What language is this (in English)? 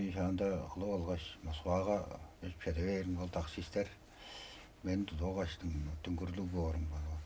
Tuvinian